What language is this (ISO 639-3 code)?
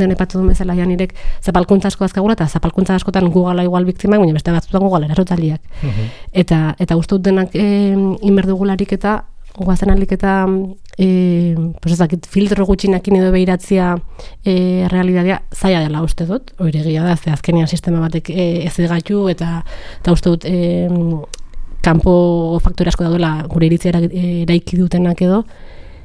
eus